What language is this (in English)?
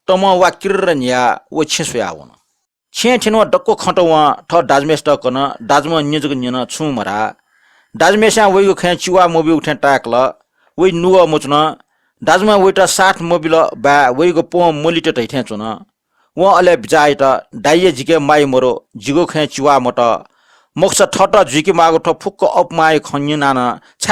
Newari